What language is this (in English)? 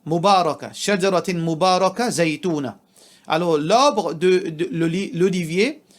Morisyen